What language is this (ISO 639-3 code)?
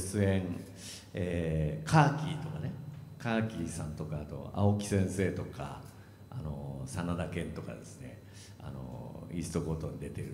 jpn